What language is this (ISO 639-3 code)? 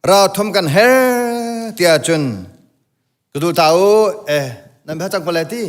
cnh